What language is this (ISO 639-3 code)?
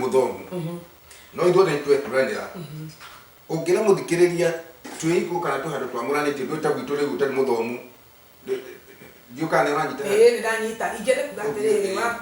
kik